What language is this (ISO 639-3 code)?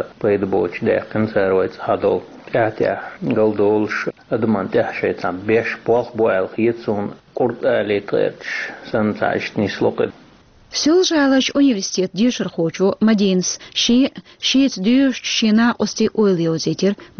che